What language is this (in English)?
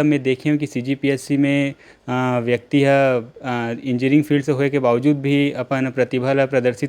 Chhattisgarhi